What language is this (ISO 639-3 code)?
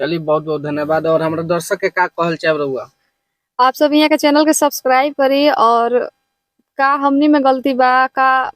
bho